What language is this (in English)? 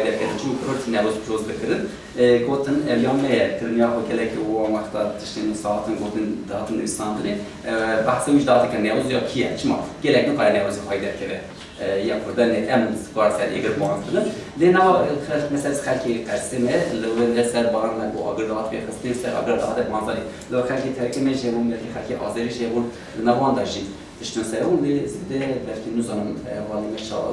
Kurdish